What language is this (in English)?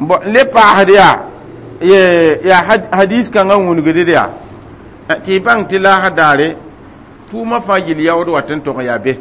Mossi